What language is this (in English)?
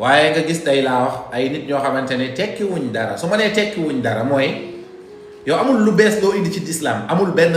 Wolof